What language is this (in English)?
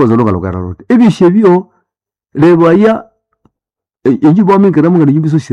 Nande